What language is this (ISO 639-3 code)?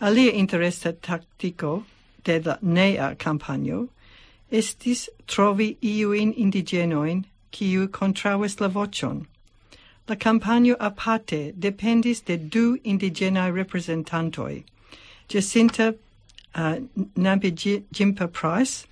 epo